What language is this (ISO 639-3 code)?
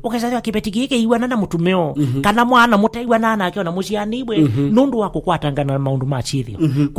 kam